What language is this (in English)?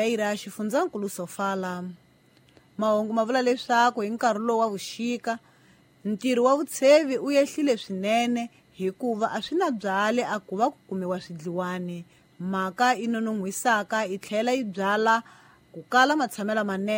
Tsonga